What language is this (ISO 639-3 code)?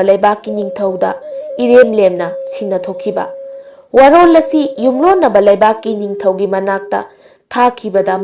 mni